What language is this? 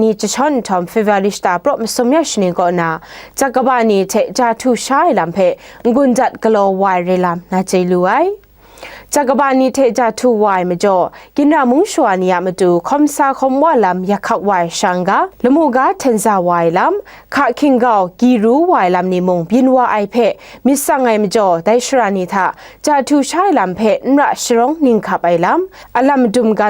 Kachin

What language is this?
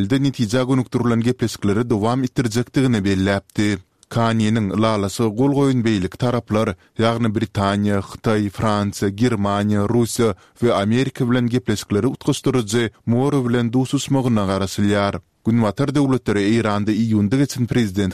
Turkmen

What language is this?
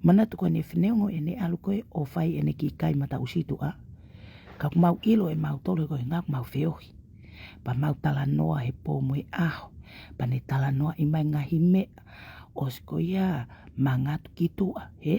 Tongan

